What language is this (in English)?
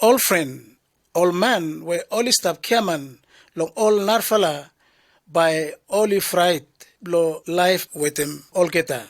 Bislama